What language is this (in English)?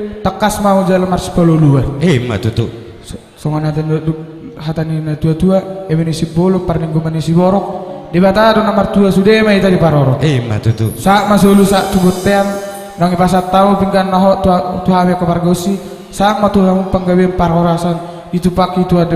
Batak Toba